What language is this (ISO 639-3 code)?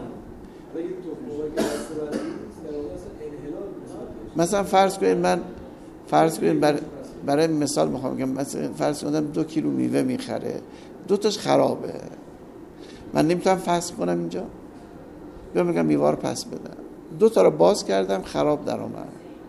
fas